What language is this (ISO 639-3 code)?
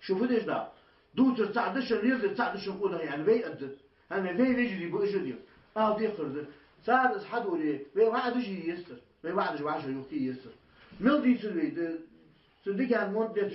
inh